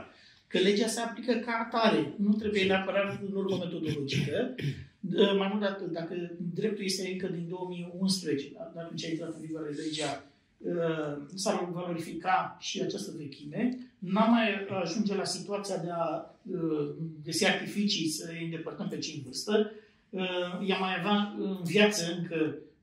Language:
Romanian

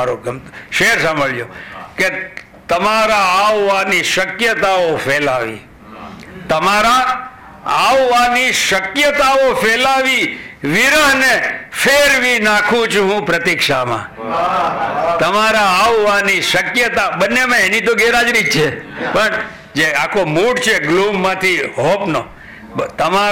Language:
Gujarati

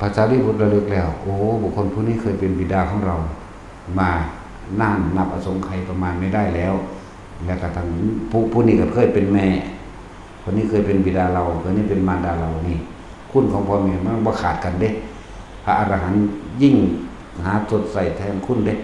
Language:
Northeastern Thai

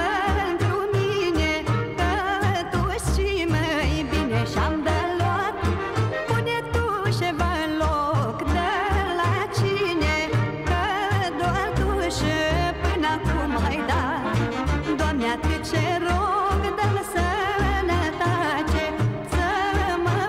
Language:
Romanian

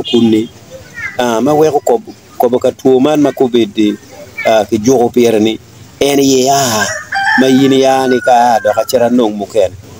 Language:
Acoli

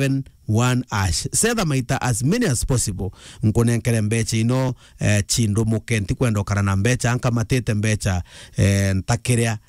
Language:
Meru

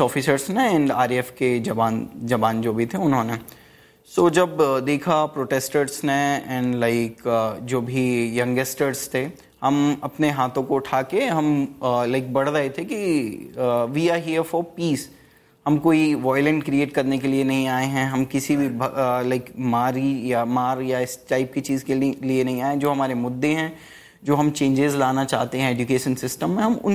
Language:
Hindi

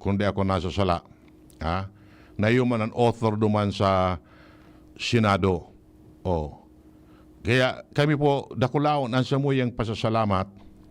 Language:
Bikol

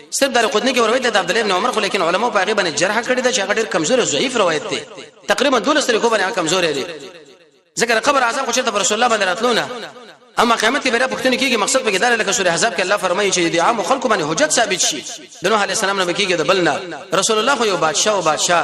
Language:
Pashto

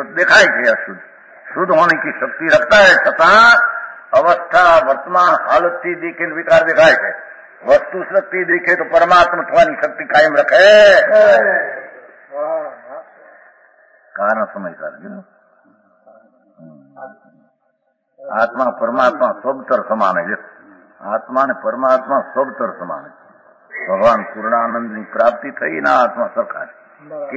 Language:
Gujarati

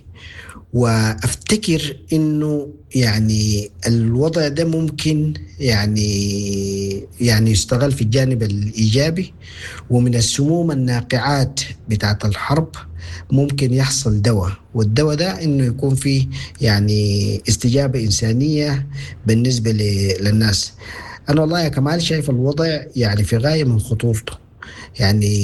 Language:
Sudanese Arabic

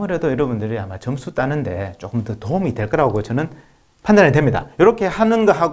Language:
Korean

